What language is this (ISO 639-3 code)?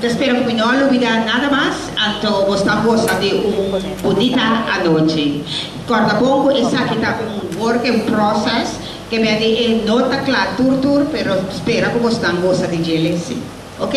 pap